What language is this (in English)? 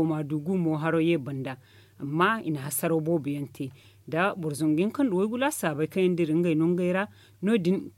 Zarma